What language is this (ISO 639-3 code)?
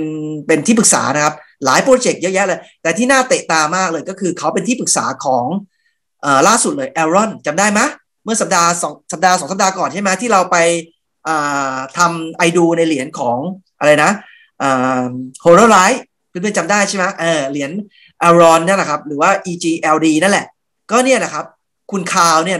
tha